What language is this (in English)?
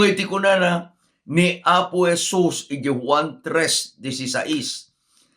Iloko